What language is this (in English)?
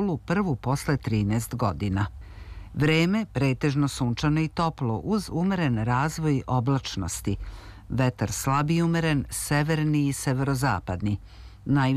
Serbian